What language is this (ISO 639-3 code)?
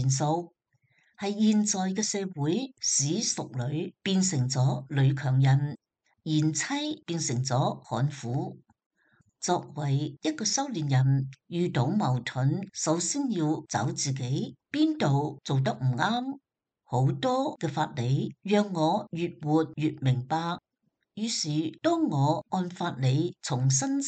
yue